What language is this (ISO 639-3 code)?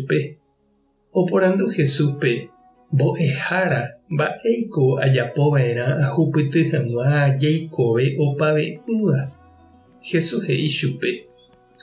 grn